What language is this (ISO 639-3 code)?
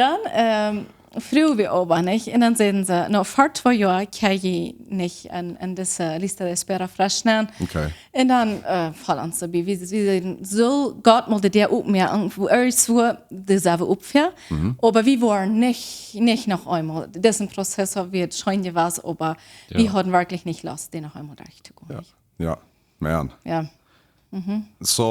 pdt